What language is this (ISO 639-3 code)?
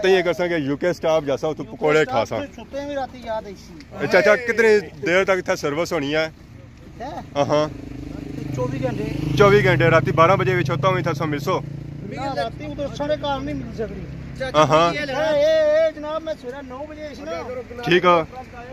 phr